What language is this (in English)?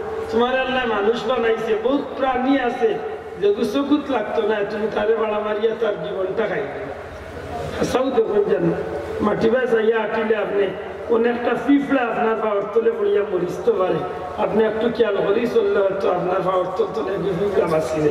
Sylheti